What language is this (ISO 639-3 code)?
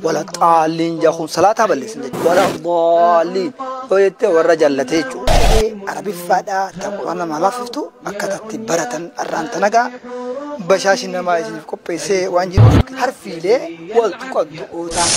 orm